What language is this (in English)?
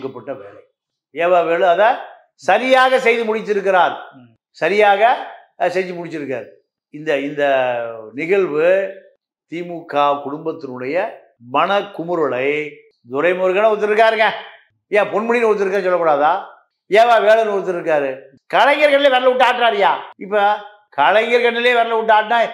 Tamil